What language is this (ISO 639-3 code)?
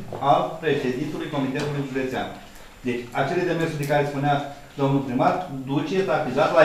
ron